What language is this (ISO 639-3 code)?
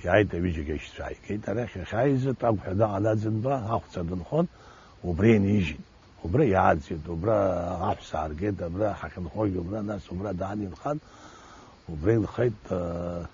abk